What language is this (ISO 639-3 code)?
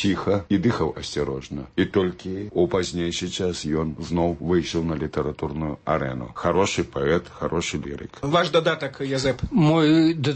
bel